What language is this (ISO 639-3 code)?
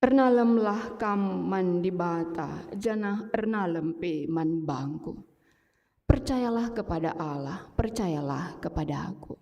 btx